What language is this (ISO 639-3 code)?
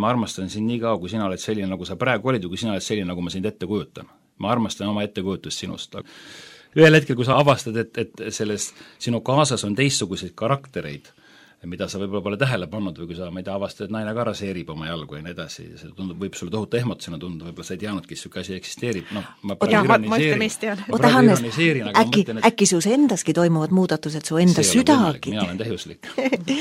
est